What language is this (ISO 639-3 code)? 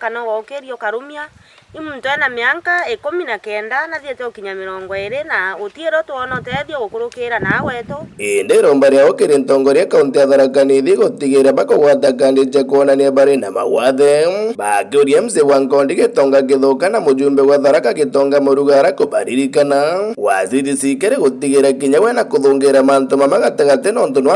mer